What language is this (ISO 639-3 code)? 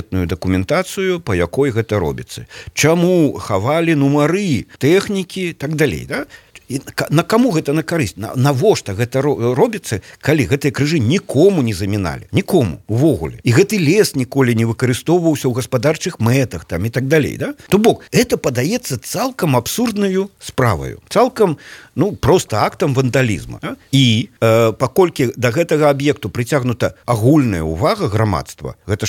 bel